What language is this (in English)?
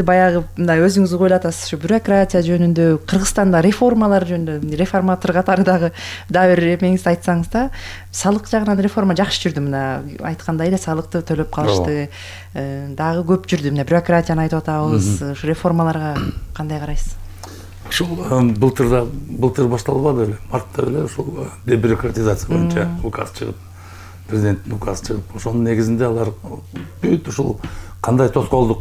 Kyrgyz